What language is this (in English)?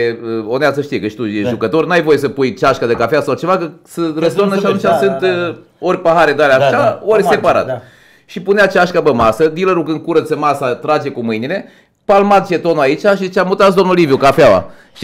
Romanian